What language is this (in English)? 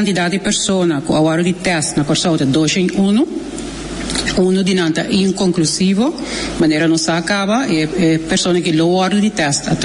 Papiamento